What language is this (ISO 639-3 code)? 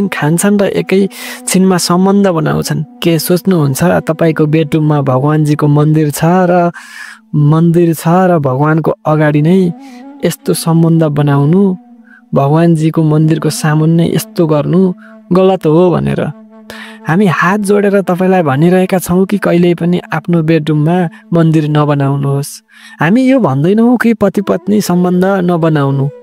nep